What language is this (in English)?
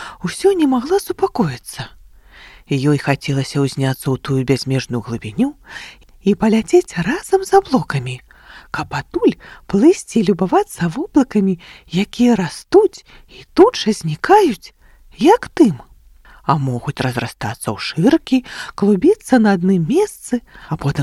Belarusian